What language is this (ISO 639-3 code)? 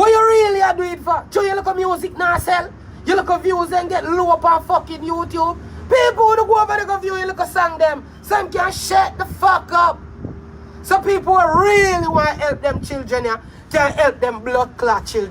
jam